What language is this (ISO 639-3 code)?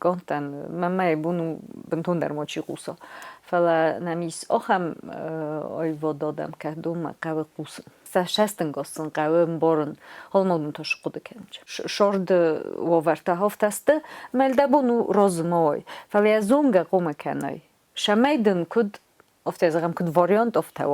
oss